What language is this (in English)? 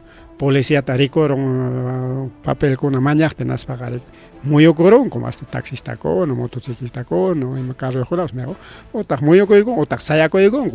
Ayacucho Quechua